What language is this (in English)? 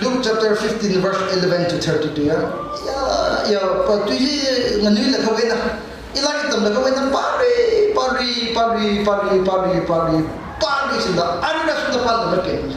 Tangkhul Naga (India)